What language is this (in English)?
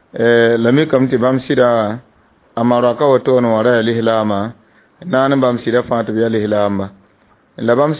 Mossi